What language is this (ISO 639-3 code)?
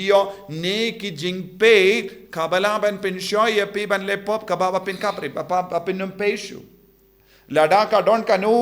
kha